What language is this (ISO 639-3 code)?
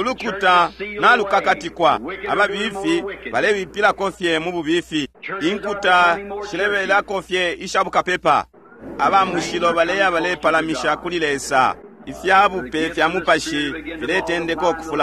bem